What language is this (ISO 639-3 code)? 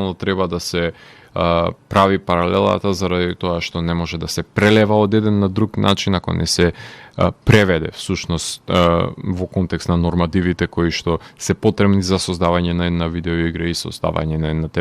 mkd